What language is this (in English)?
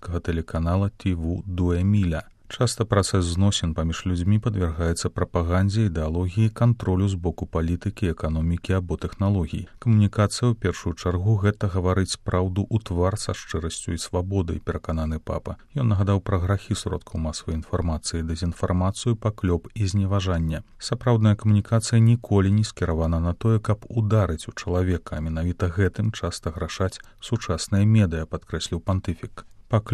Belarusian